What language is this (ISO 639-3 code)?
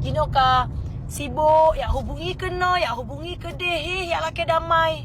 ace